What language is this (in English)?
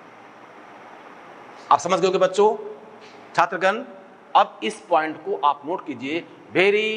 Hindi